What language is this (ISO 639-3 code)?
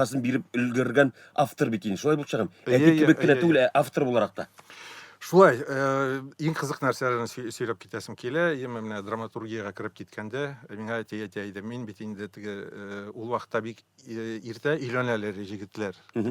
tat